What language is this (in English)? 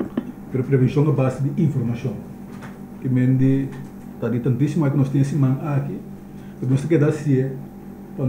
Papiamento